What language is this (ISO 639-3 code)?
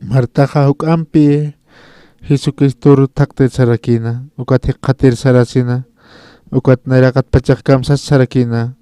aym